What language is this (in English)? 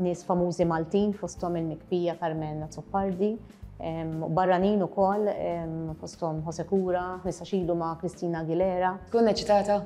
Maltese